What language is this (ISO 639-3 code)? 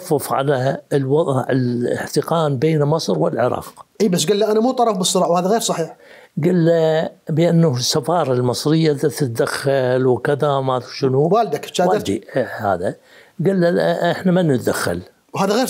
acm